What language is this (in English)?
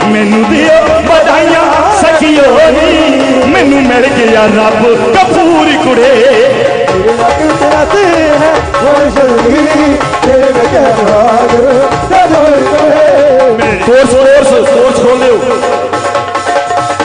Punjabi